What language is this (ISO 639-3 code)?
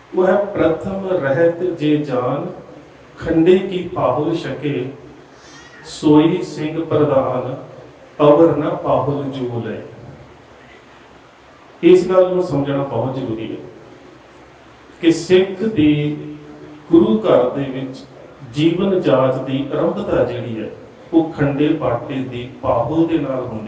pan